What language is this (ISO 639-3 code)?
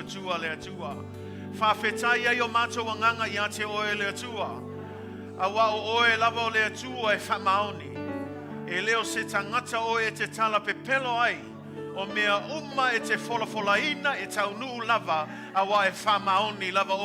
smo